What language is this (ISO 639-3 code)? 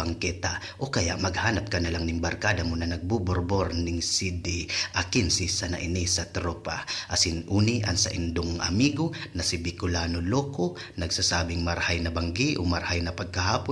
bik